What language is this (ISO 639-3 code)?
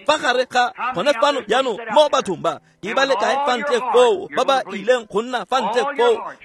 tsn